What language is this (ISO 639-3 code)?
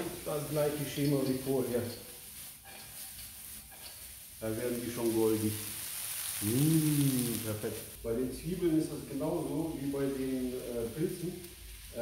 deu